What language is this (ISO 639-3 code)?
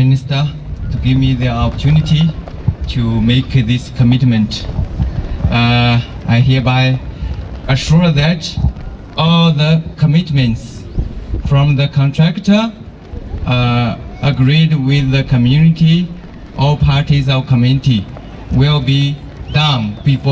sot